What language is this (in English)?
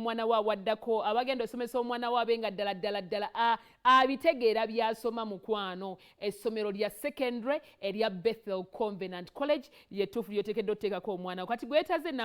Ganda